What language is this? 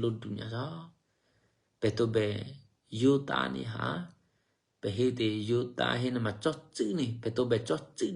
Eastern Kayah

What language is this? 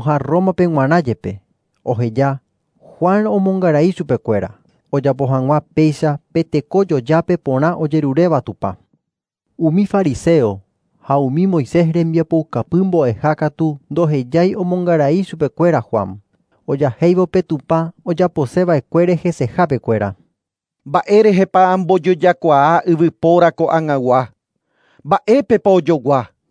Guarani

